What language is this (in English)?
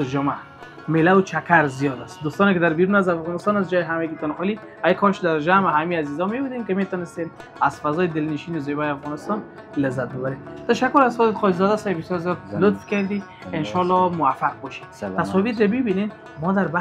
Persian